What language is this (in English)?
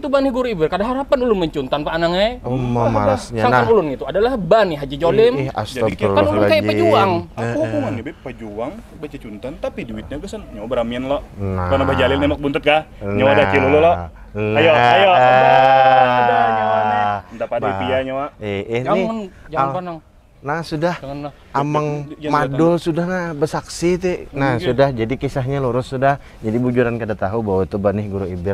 Banjar